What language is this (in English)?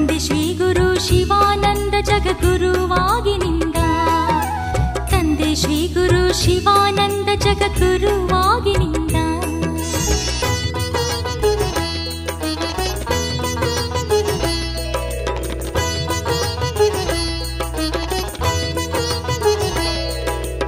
Kannada